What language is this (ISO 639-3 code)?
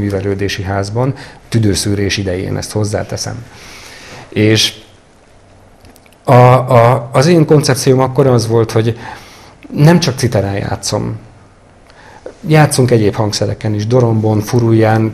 hun